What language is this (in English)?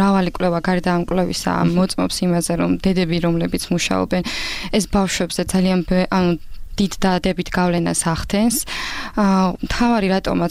Georgian